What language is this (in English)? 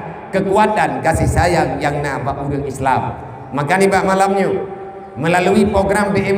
Achinese